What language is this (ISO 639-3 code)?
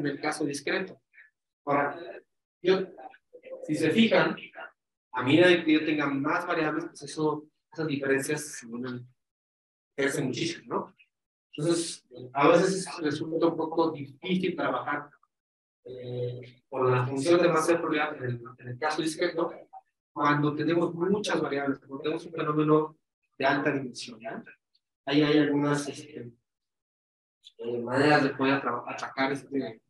spa